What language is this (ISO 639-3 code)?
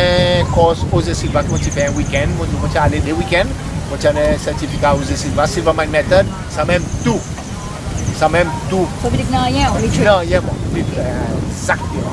crs